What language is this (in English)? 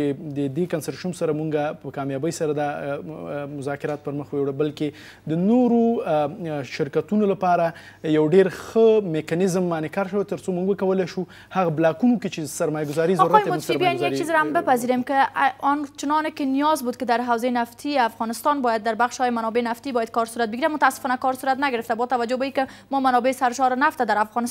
Pashto